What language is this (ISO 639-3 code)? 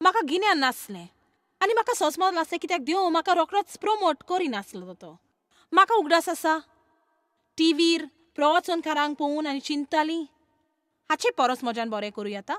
kok